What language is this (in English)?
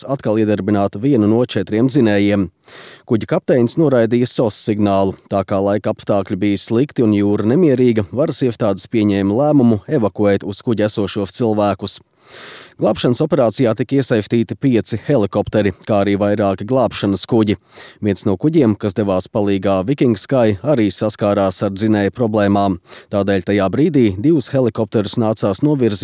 Latvian